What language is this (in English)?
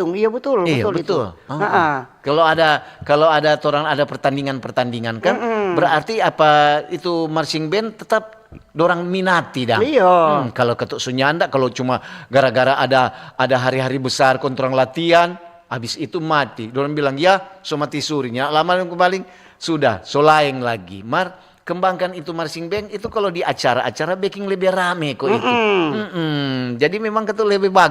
Manado Malay